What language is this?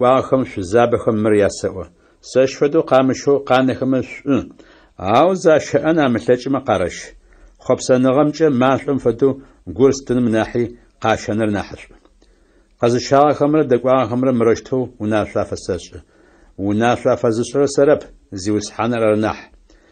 Adyghe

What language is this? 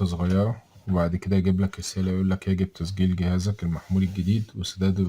Egyptian Arabic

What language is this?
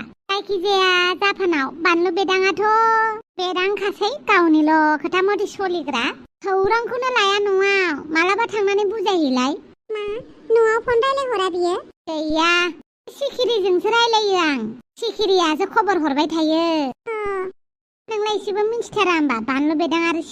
Bodo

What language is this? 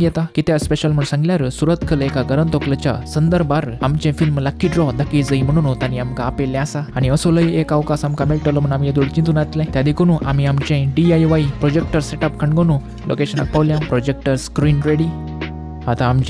Konkani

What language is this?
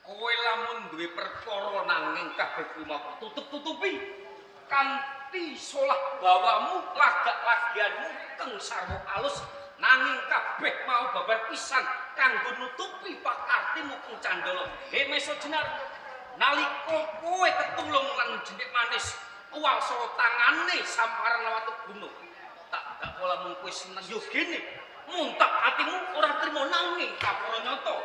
Javanese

